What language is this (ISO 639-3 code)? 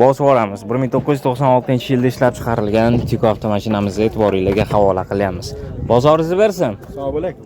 uzb